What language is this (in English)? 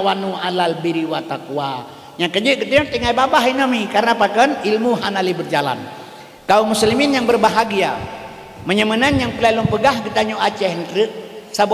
Achinese